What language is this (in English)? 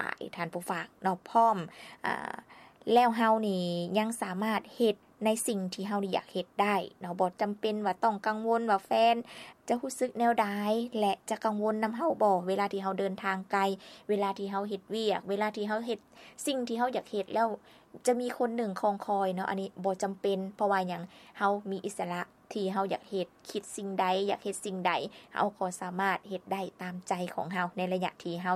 Lao